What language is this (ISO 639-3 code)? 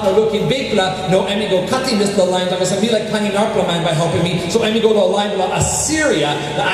tpi